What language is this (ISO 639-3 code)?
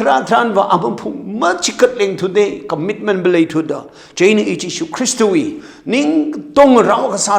nmf